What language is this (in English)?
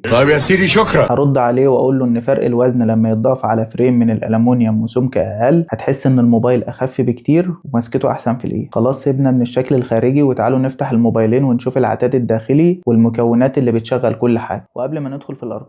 Egyptian Arabic